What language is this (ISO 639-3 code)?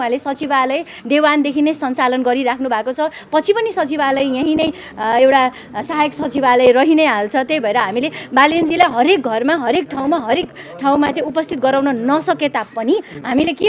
nep